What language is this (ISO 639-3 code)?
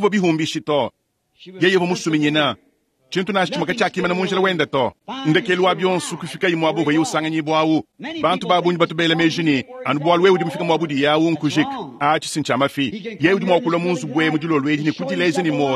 lua